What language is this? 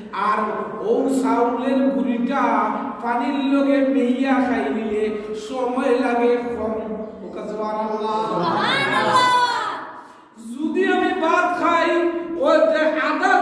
Sylheti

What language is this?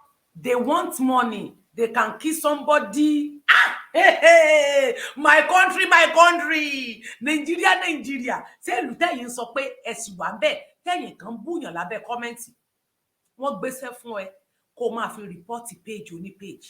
Yoruba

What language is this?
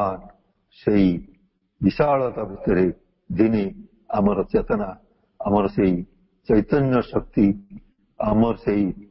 Odia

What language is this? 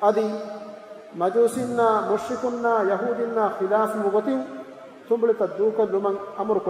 Divehi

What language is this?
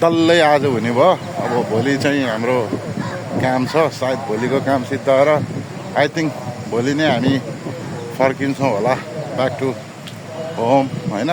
Nepali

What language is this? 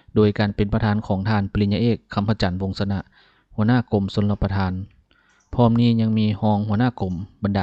Lao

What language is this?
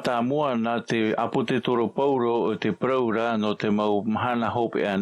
Tahitian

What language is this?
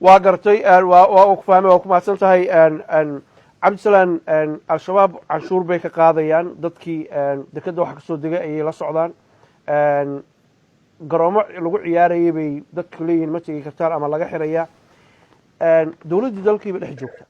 Somali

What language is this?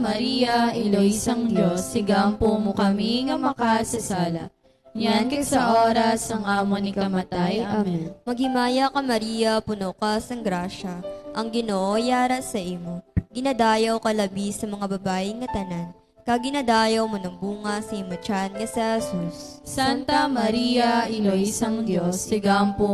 Hiligaynon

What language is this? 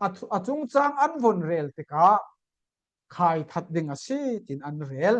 Falam Chin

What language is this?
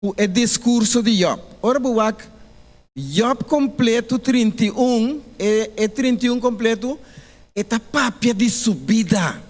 Papiamento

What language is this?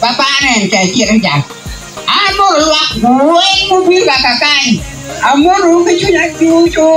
Acoli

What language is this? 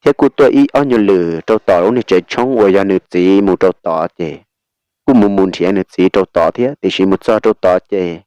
Hmong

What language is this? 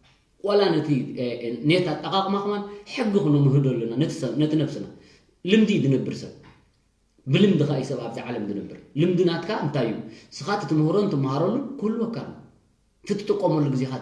Tigrinya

